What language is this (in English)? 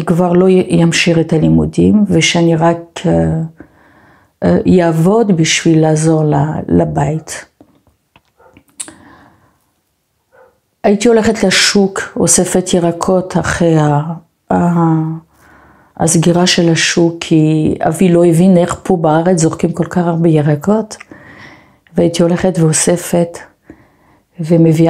Hebrew